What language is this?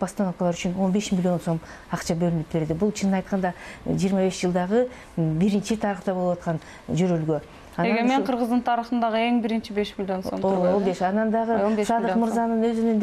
Kyrgyz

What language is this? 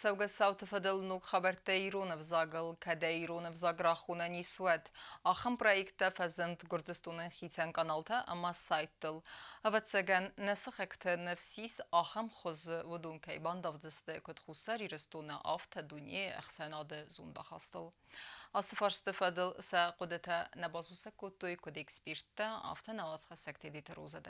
Ossetic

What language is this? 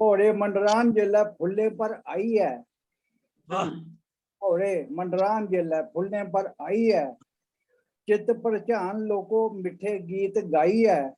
Dogri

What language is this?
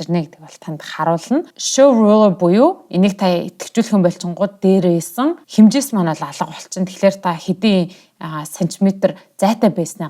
Mongolian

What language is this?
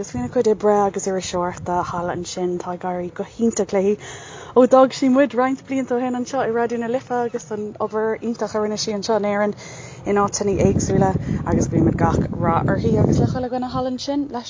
Irish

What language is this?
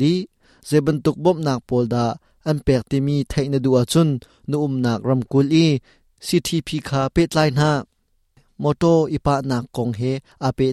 Hakha Chin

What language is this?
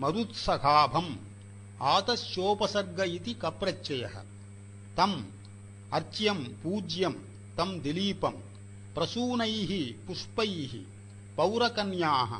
Sanskrit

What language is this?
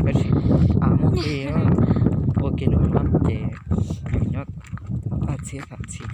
Hmong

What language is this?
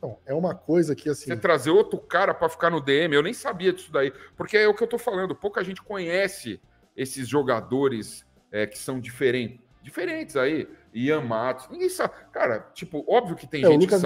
Portuguese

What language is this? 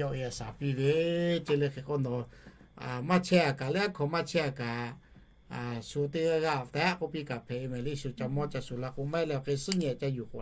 Lahu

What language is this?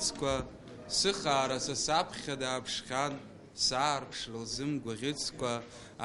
Abkhazian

